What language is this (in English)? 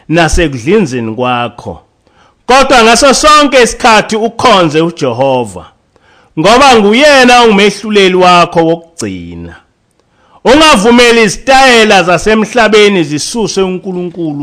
Zulu